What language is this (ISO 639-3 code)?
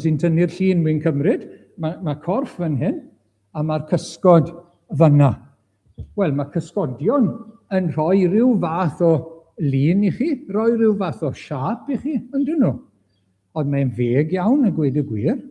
cym